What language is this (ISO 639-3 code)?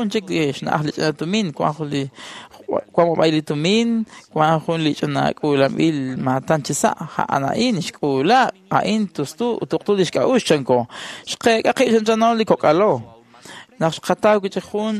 kek